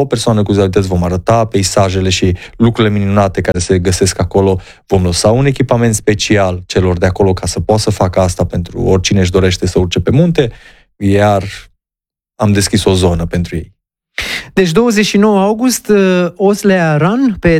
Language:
Romanian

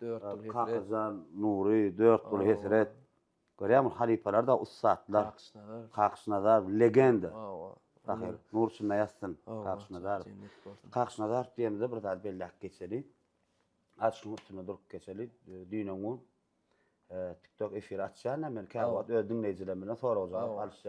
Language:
Turkmen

